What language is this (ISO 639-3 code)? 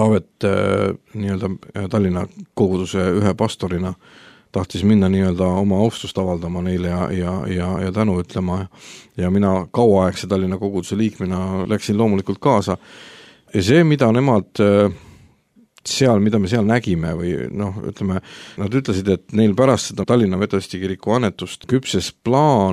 est